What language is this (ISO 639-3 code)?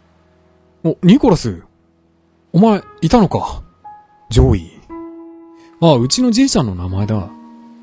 jpn